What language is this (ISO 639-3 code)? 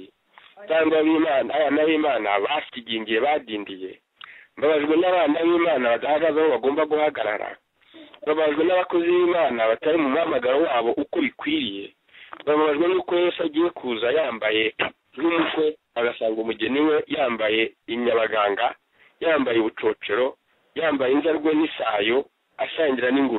kin